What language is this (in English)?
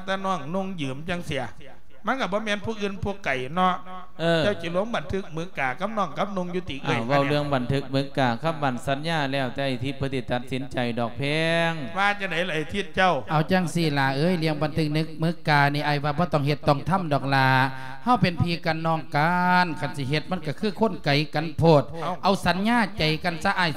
Lao